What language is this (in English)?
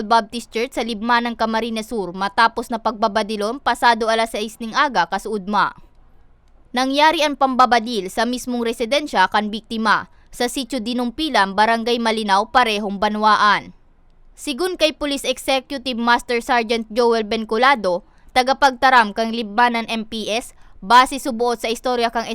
Bikol